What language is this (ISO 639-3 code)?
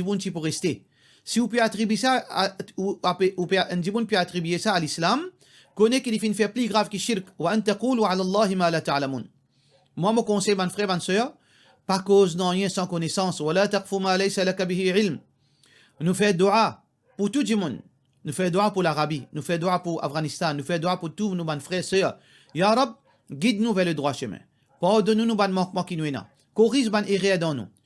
mfe